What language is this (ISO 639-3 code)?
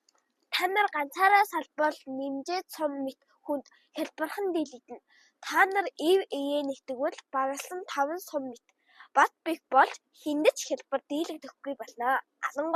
mon